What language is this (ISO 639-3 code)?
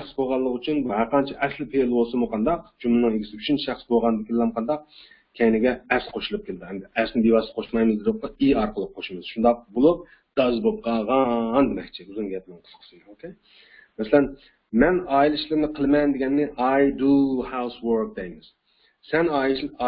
uig